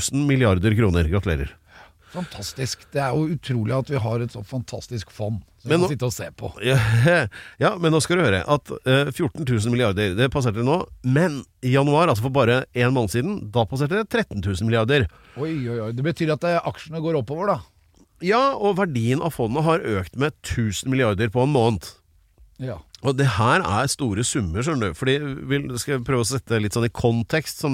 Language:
Norwegian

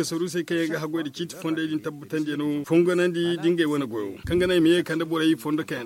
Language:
Zarma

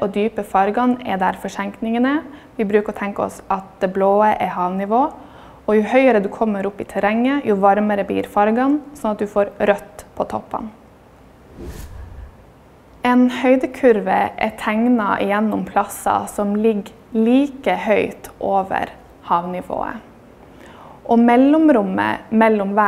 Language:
Norwegian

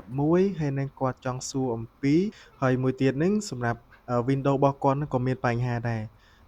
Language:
Khmer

